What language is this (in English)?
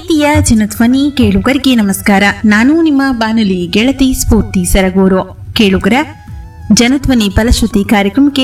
Kannada